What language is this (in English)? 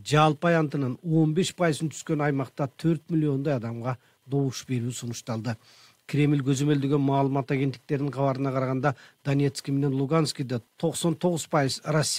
Kyrgyz